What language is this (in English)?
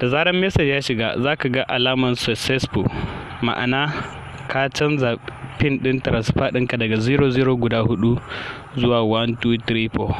Hausa